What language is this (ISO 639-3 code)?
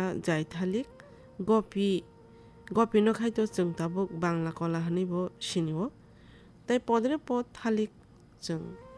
trp